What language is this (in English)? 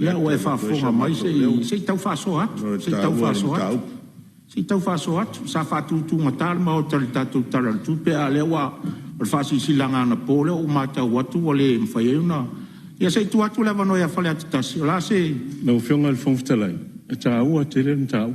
Samoan